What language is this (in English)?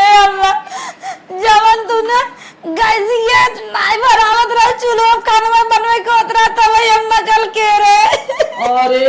Awadhi